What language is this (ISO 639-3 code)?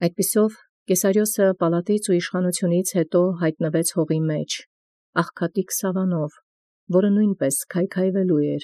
hye